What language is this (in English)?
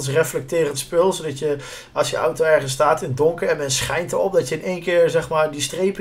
Dutch